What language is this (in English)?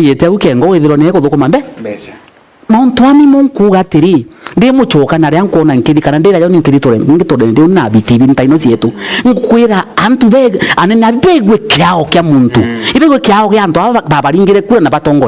Meru